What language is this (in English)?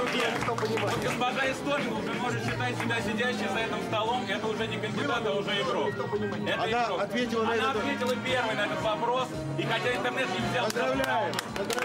Russian